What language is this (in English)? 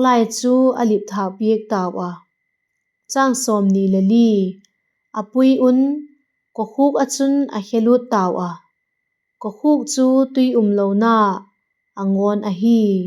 Vaiphei